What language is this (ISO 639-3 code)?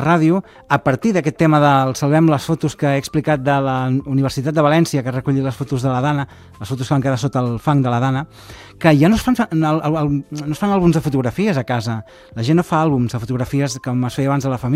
cat